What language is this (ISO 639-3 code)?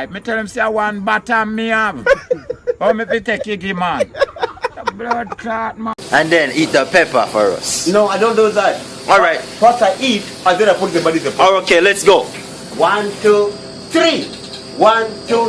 jam